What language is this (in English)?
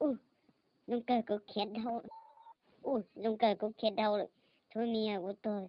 Hmong